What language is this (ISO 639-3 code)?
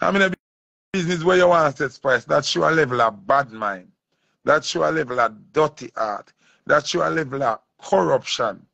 jam